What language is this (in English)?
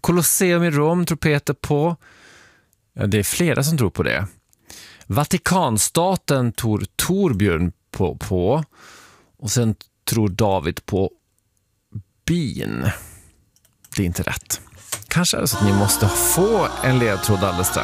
Swedish